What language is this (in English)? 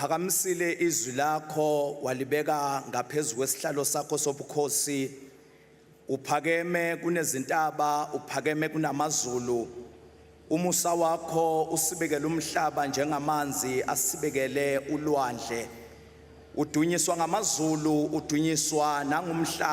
Swati